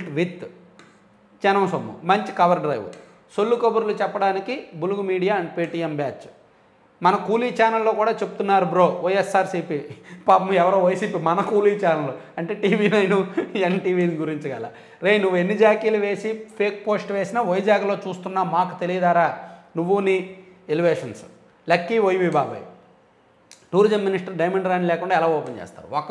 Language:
Telugu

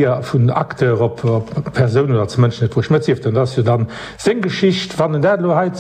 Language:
Luxembourgish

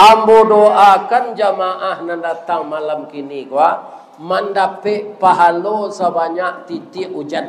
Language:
Minangkabau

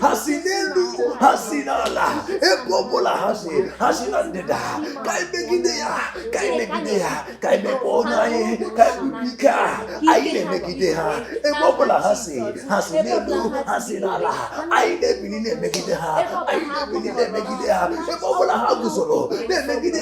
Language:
Igbo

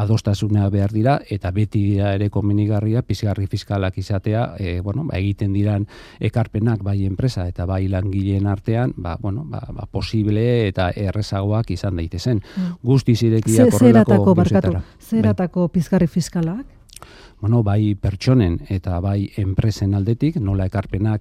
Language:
Basque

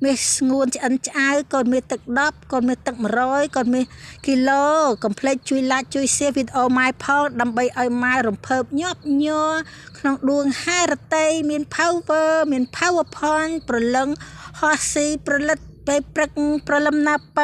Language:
Khmer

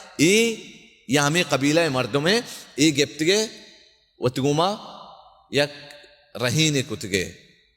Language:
Baluchi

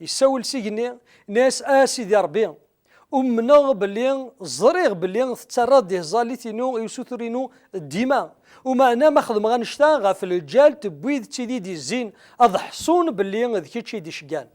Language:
Kabyle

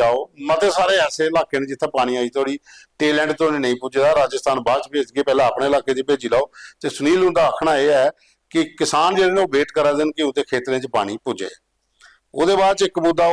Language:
Dogri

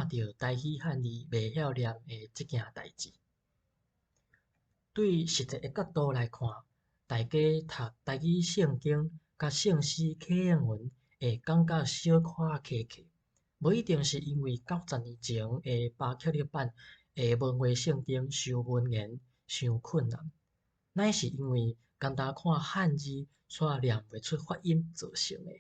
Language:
Min Nan Chinese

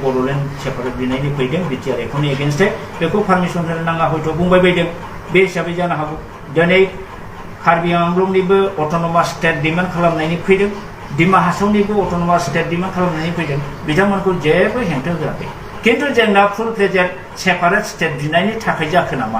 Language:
Bodo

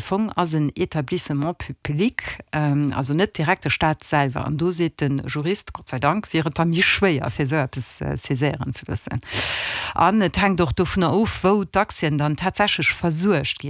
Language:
Luxembourgish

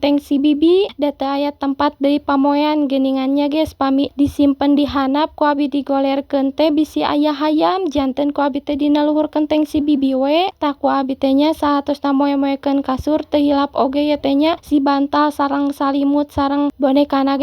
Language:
Sundanese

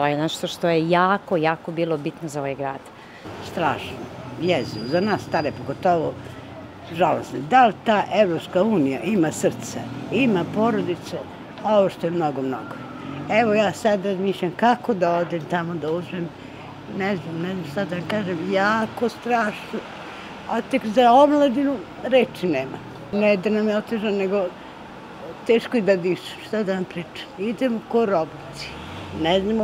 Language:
Serbian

